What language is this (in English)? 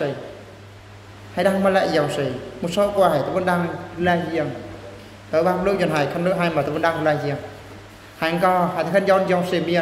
Eastern Bru